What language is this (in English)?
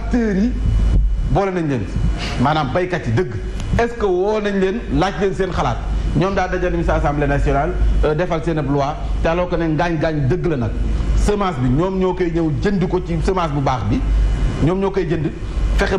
Wolof